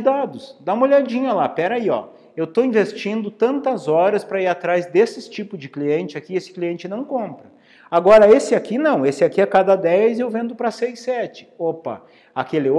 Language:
Portuguese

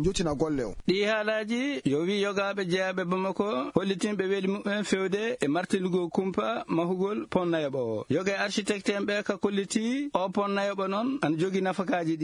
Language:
Fula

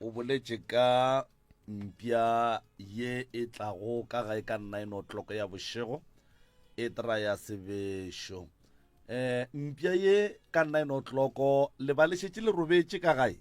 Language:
Northern Sotho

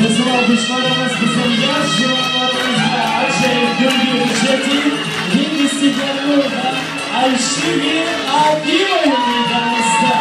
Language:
Crimean Tatar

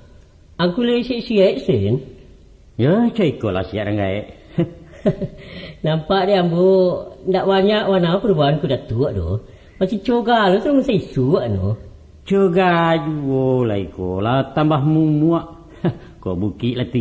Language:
Minangkabau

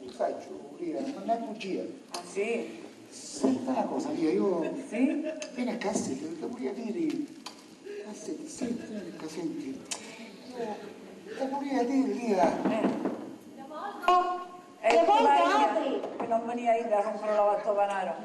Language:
Sicilian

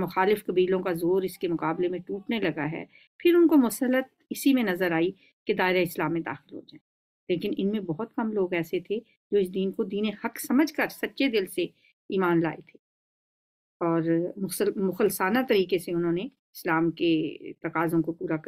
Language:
Urdu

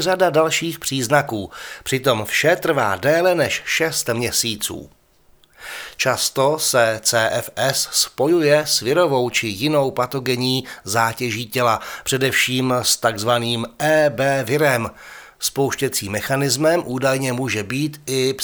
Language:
Czech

